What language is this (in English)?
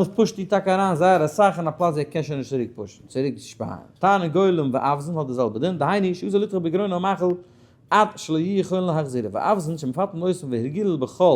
Yiddish